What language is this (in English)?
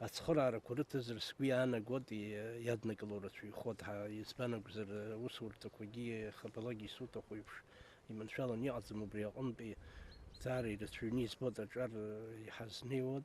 Abkhazian